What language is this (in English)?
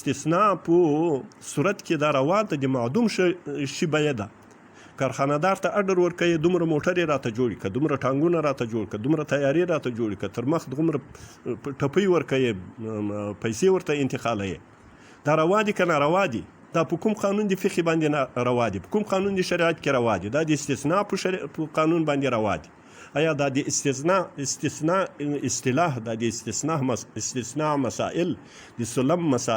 Pashto